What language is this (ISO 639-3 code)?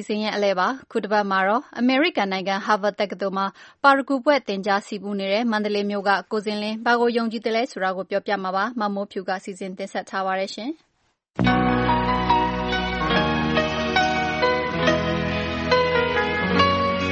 mya